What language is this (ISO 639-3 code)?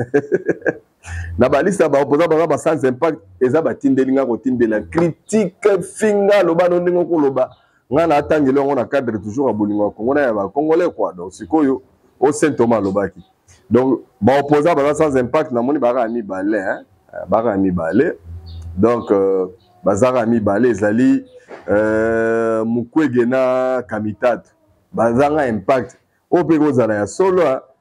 lin